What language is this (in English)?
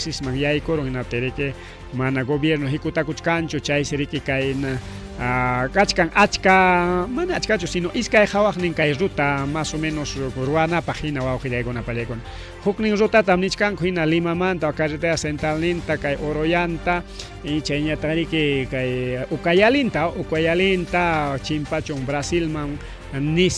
Ayacucho Quechua